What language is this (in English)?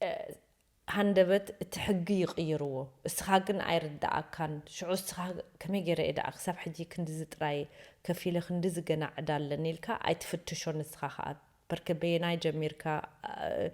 Tigrinya